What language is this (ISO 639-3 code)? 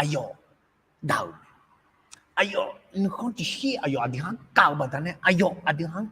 ahk